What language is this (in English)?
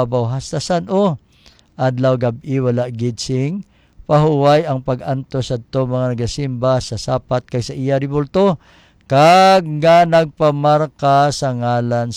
Hiligaynon